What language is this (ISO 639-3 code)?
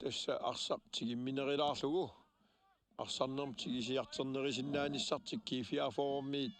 kal